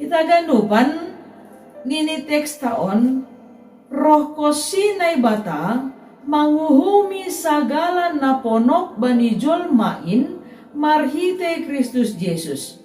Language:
Batak Simalungun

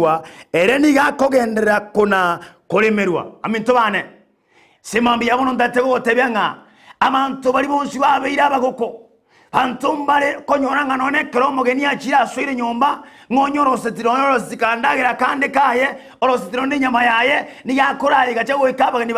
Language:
Gusii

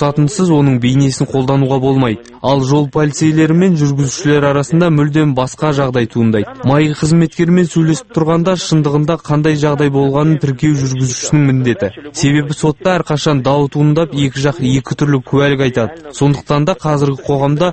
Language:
Kazakh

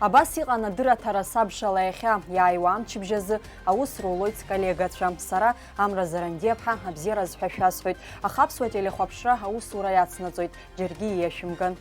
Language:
Abkhazian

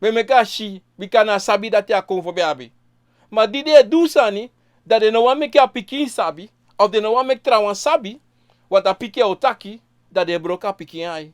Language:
Sranan Tongo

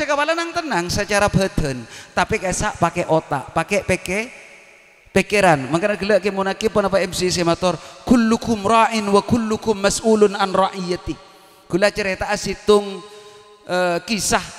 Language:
Madurese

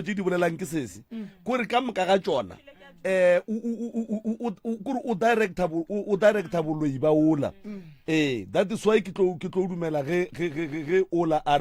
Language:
Northern Sotho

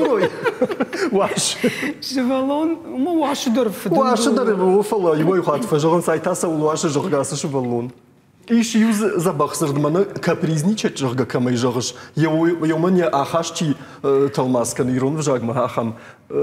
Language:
Ossetic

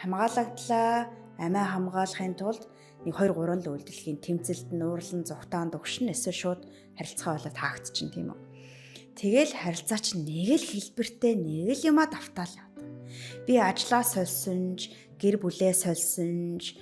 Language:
Mongolian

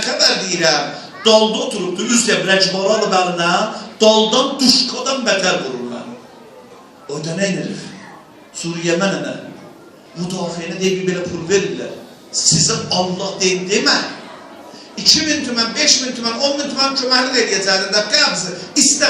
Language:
South Azerbaijani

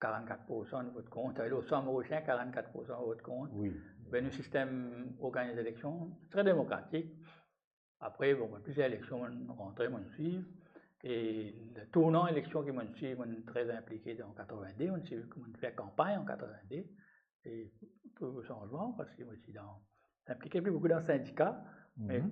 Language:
Morisyen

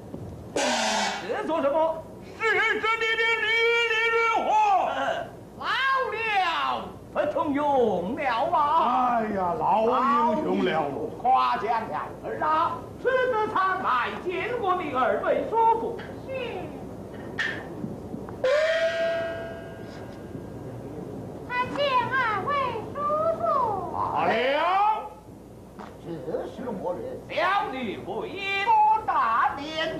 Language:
Chinese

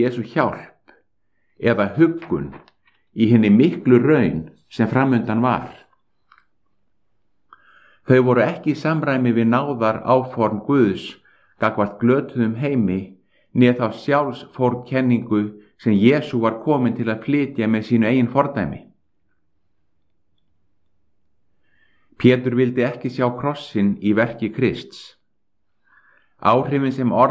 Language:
Icelandic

